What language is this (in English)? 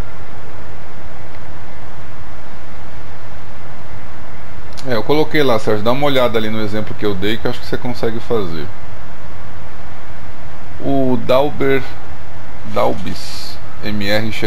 Portuguese